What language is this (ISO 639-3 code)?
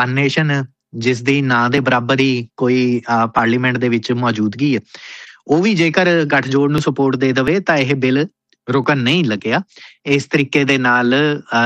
pan